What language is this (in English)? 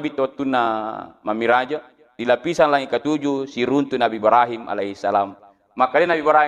Buginese